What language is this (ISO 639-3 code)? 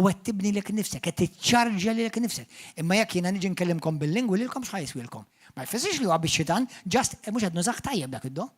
mlt